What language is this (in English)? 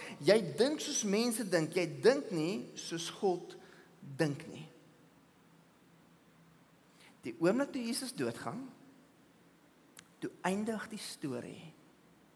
Afrikaans